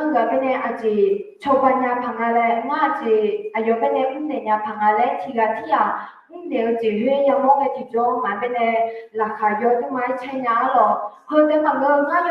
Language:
Akha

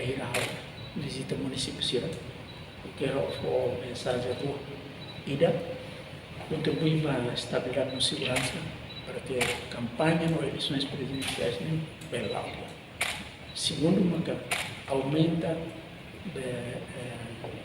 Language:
Tetum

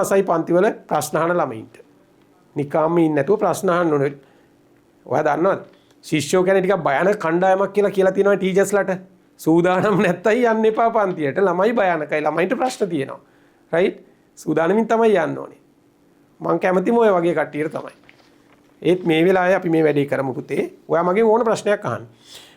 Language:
Sinhala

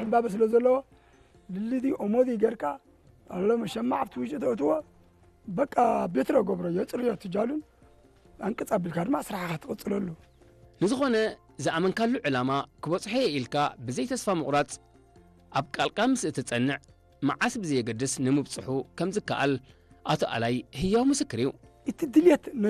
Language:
Tigrinya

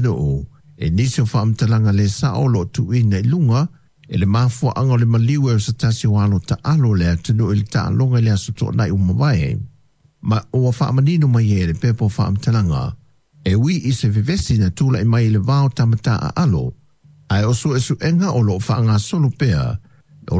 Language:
Samoan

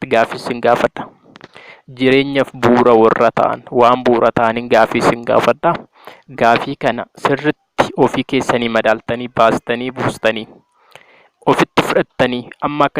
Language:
Oromo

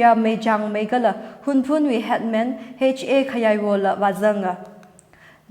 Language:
Tangkhul Naga (India)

